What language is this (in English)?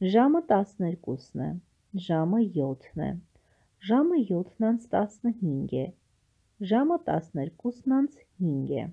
Armenian